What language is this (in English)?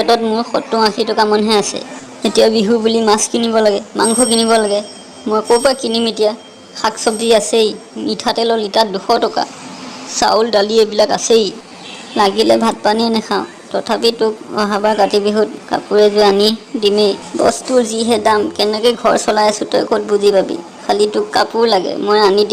Assamese